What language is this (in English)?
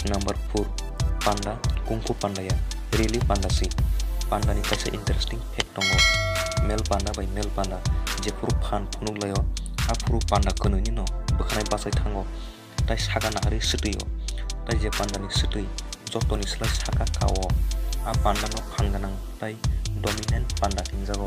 Kok Borok